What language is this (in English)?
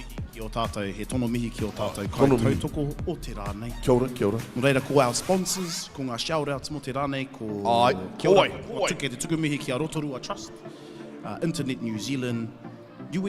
Māori